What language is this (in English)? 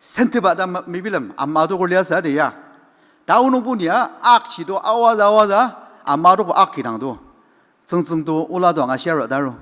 Ao Naga